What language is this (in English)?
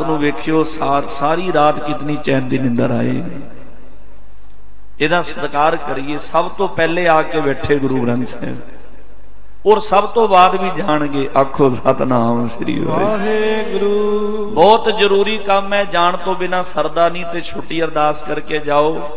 Punjabi